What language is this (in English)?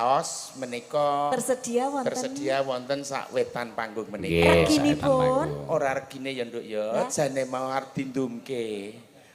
Javanese